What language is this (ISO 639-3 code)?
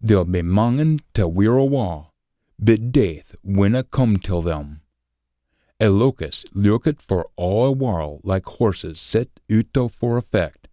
sco